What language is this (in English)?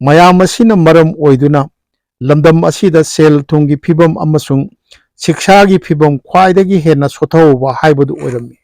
Manipuri